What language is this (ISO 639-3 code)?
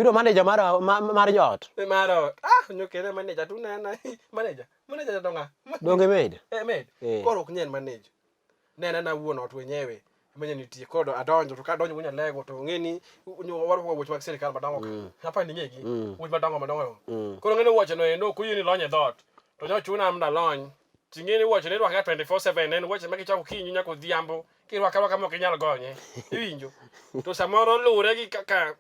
luo